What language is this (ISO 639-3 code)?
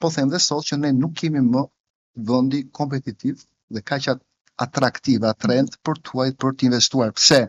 sqi